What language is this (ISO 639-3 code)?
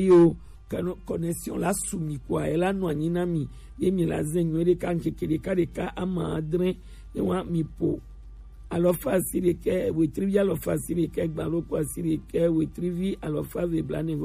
gej